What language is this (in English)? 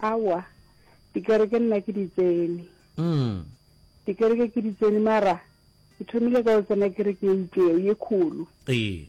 Northern Sotho